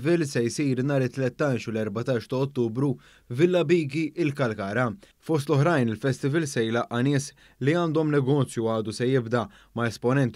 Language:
Maltese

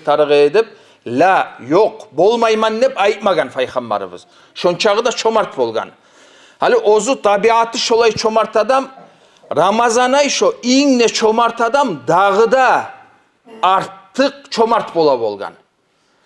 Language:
Kumyk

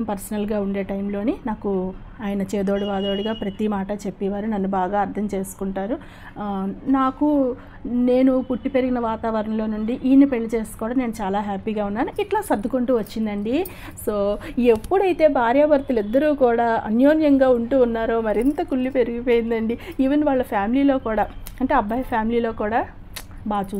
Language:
Telugu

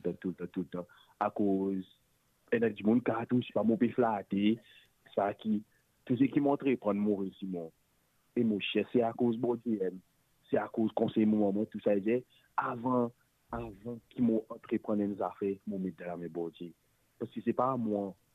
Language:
Morisyen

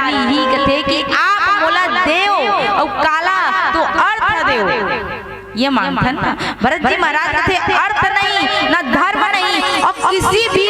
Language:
Chhattisgarhi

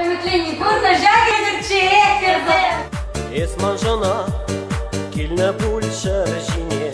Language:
Chuvash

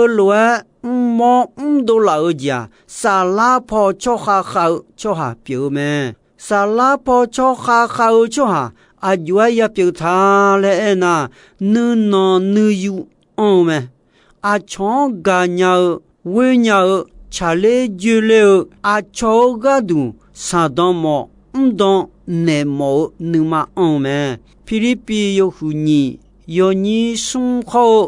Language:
Akha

